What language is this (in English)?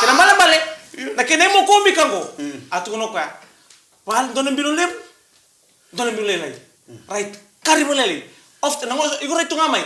Fijian